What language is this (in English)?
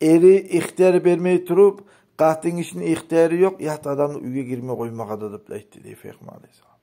Kumyk